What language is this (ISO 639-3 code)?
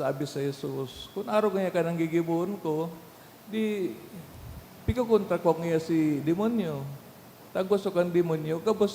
bik